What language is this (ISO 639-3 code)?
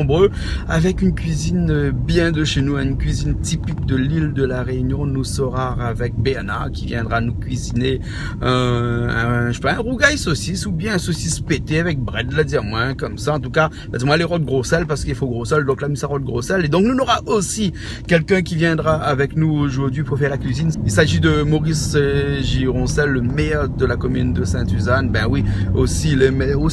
rcf